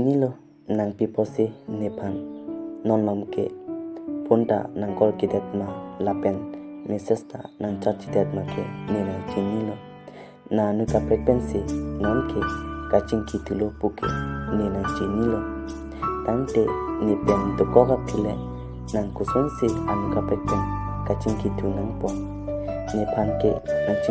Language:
Karbi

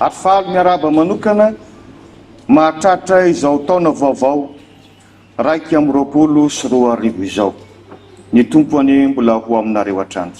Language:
Malagasy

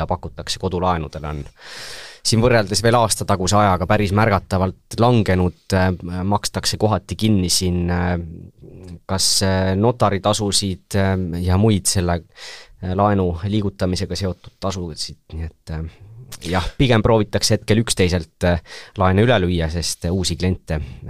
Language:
Estonian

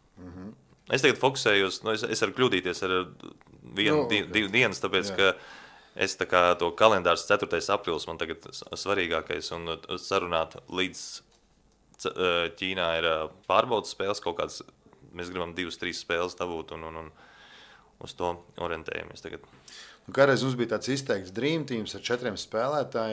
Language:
Latvian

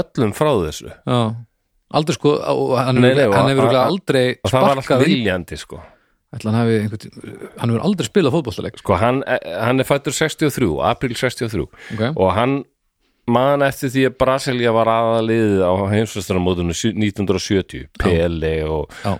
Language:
Icelandic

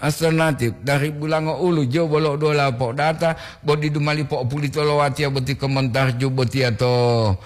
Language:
Gorontalo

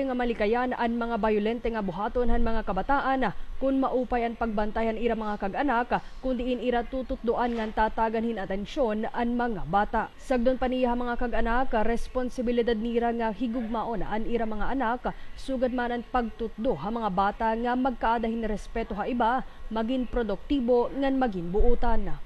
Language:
Waray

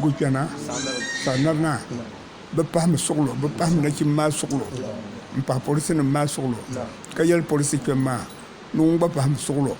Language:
Dagbani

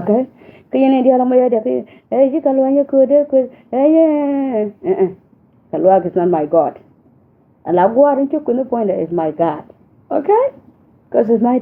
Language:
Nuer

